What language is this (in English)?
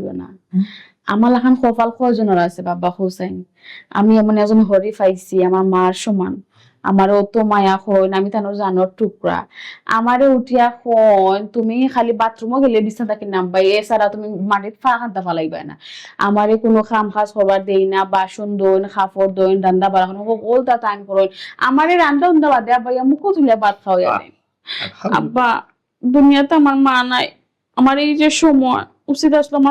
Sylheti